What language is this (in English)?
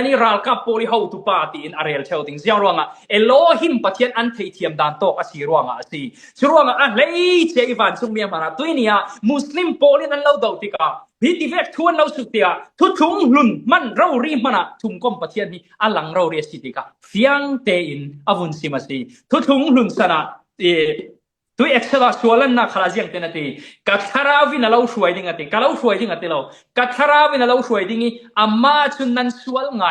Falam Chin